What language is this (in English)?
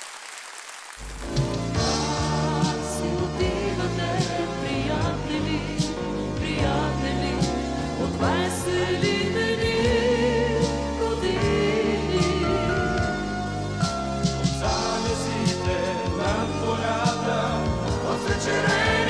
Bulgarian